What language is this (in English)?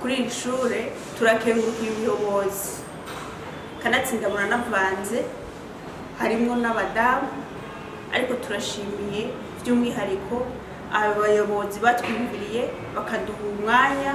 Rundi